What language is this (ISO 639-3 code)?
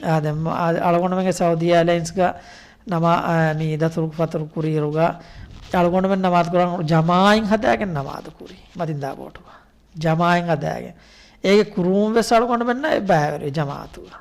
div